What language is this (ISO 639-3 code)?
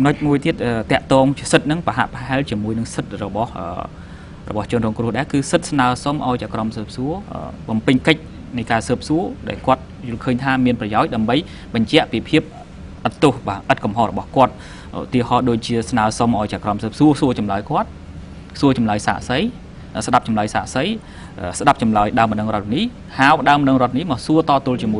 khm